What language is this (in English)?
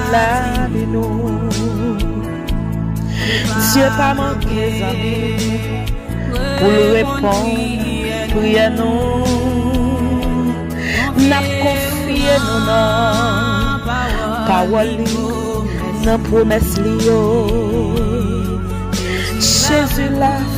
French